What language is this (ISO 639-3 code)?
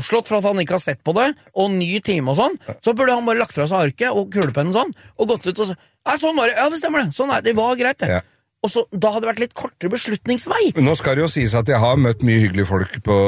nor